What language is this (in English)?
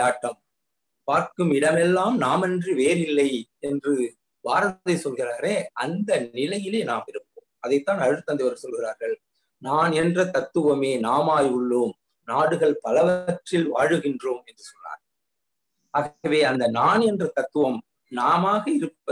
Tamil